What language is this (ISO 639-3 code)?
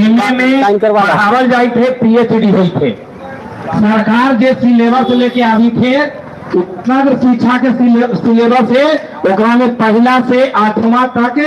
mag